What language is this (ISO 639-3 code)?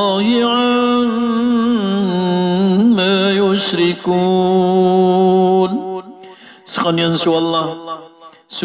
mrw